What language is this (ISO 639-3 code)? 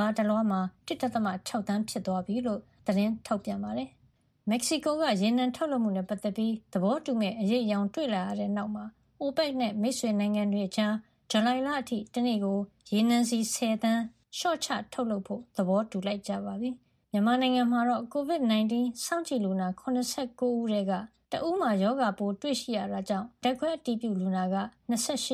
mya